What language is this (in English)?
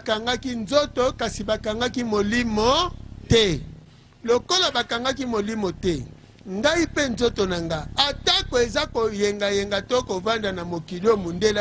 Lingala